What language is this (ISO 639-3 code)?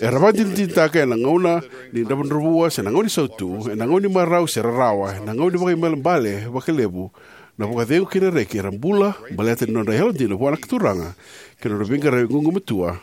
fij